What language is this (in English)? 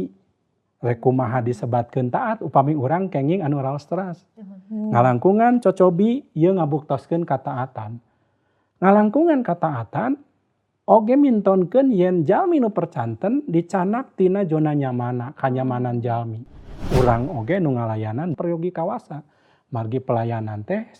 Sundanese